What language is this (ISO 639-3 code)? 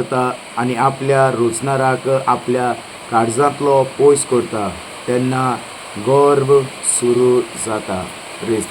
kok